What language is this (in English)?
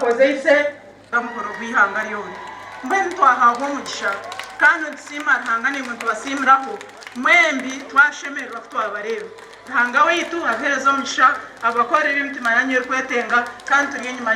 Nyankole